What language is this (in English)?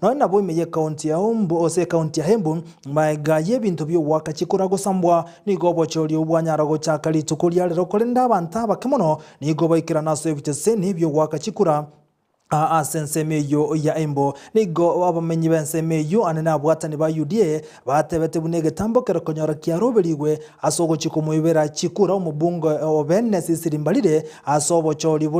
Gusii